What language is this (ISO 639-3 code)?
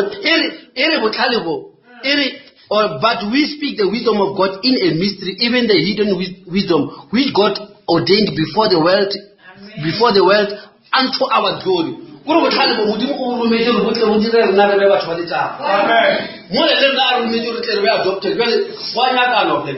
nso